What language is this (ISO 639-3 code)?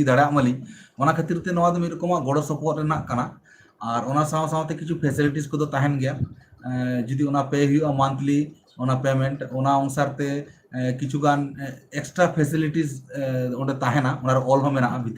sat